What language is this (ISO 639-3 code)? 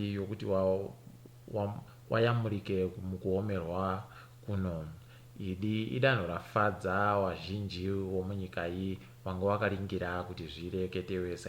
ndc